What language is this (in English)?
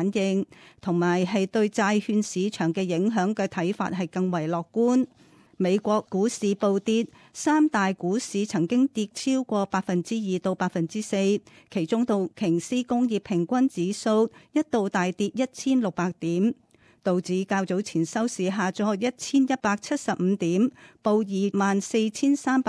Cantonese